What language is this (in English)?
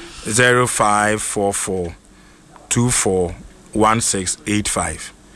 Akan